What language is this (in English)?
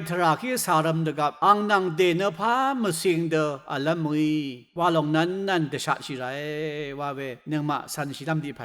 Rawang